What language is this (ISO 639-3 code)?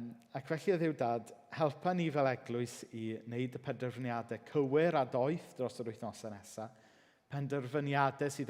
cym